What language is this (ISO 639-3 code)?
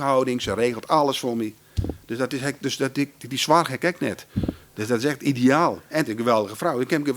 fry